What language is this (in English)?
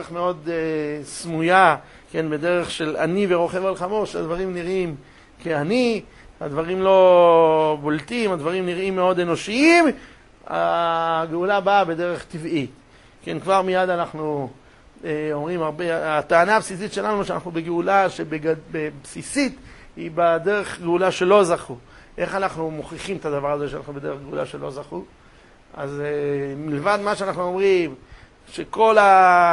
Hebrew